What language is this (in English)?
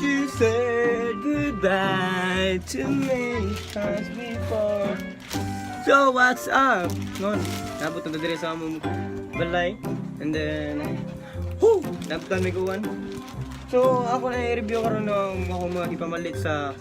Cebuano